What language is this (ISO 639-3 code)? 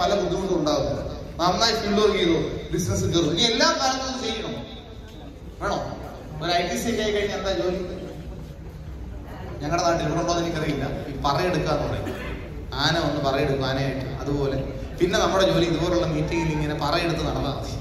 mal